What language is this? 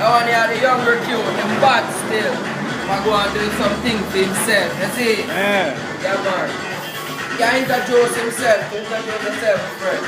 Jamaican Creole English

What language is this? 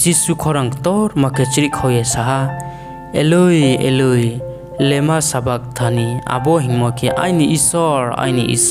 Riang (India)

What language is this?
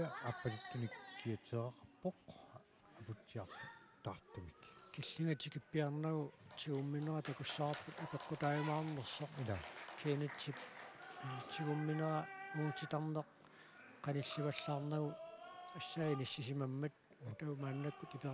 Kalaallisut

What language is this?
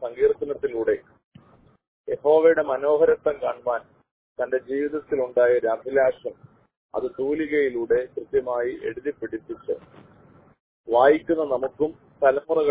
Malayalam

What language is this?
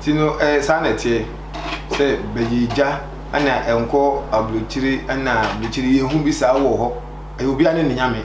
Akan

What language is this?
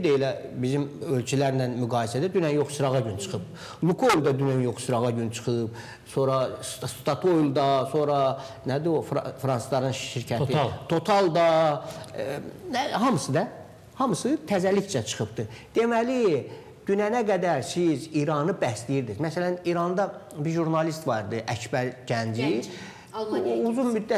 Azerbaijani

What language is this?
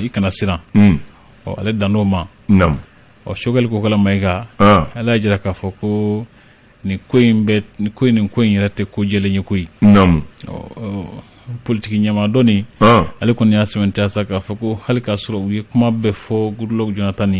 Bambara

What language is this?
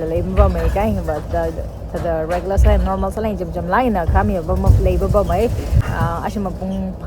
Tangkhul Naga (India)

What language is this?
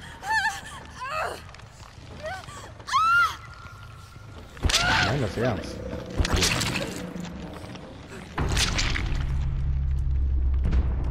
German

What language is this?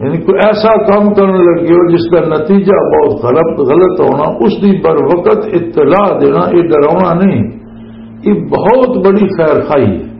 Western Panjabi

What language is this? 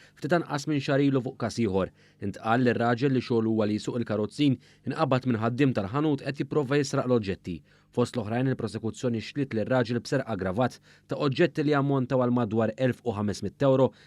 Maltese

